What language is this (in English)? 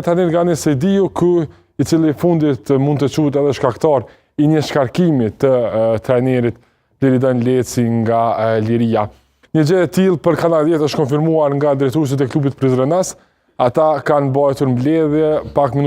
Albanian